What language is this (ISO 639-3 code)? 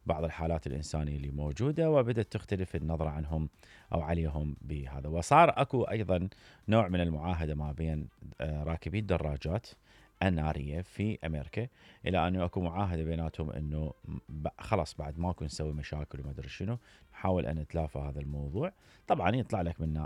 acm